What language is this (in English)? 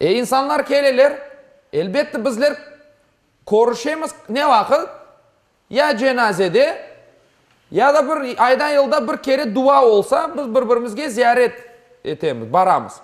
Crimean Tatar